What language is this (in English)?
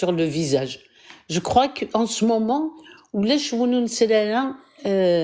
Kabyle